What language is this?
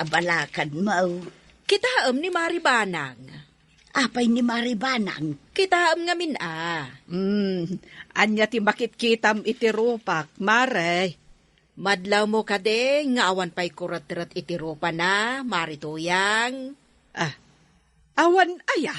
Iloko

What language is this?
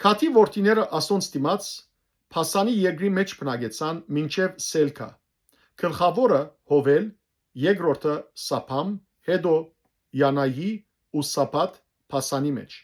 Western Armenian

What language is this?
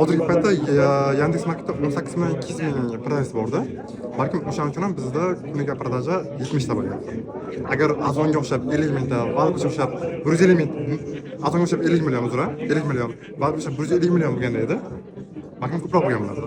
Uzbek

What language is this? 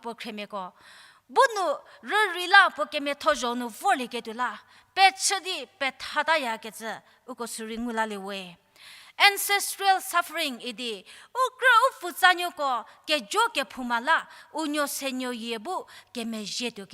Angami Naga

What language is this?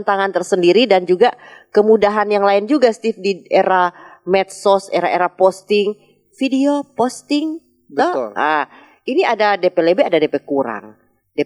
Manado Malay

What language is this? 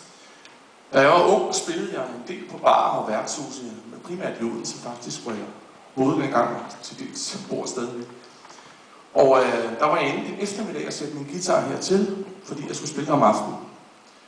Danish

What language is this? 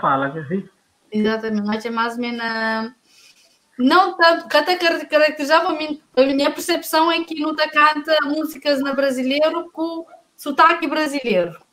Kabuverdianu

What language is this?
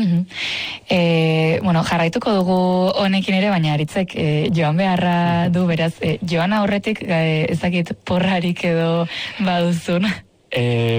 Basque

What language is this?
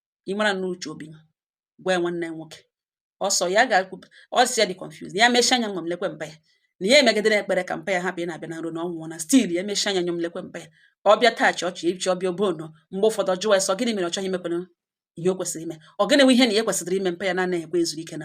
Igbo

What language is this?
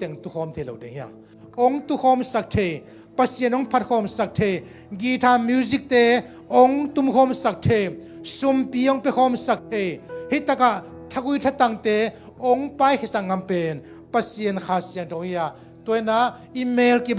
Tedim Chin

